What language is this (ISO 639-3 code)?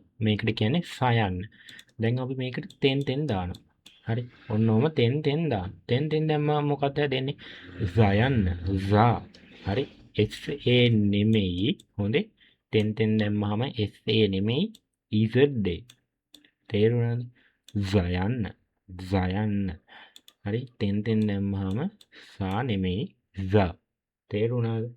sin